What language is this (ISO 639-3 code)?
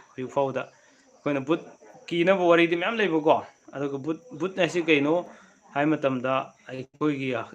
mni